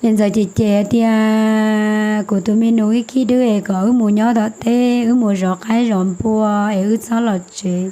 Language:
Hmong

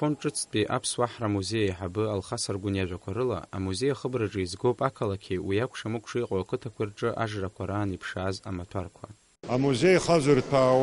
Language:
Abkhazian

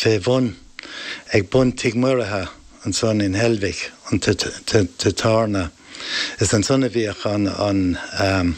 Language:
Irish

